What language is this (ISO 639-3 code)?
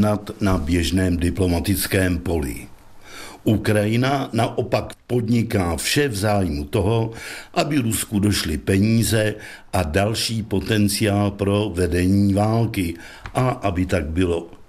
ces